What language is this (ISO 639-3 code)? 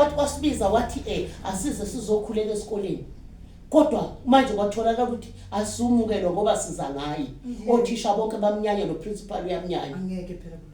zul